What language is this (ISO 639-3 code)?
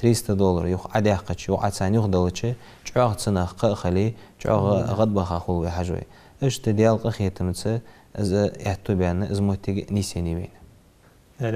inh